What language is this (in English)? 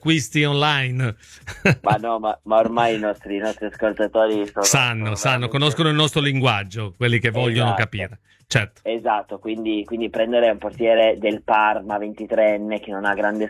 Italian